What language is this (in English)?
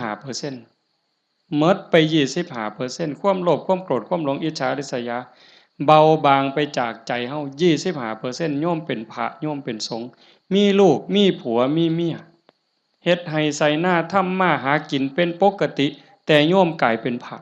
Northeastern Thai